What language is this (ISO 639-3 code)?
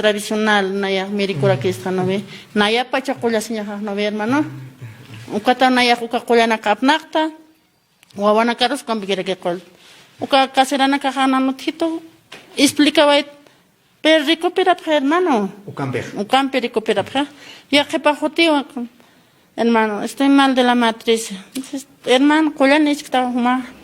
aym